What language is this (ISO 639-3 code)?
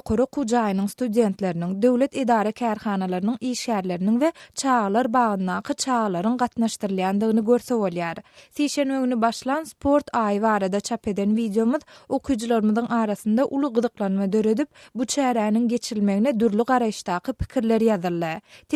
tuk